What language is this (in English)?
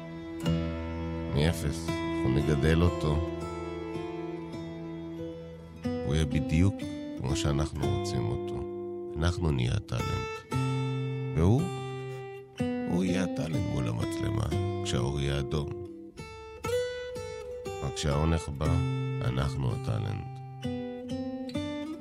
Hebrew